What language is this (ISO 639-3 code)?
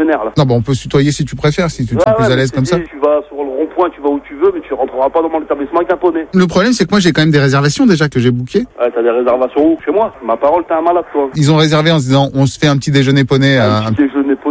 fra